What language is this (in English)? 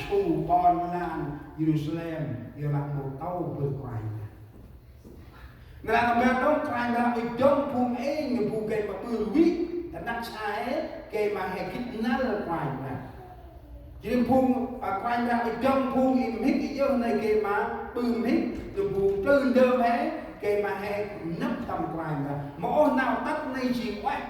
Central Mnong